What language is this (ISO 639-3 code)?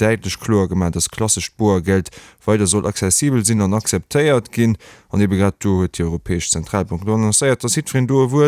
ltz